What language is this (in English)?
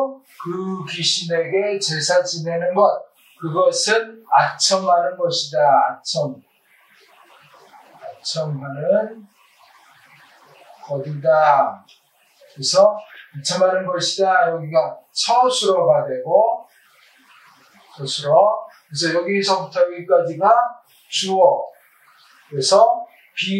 Korean